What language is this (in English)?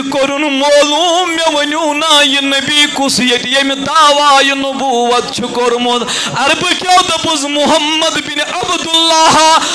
Kashmiri